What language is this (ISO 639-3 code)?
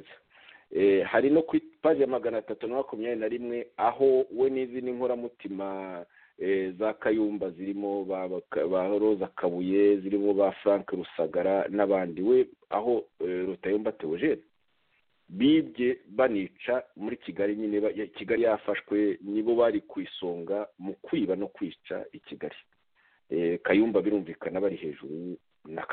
kin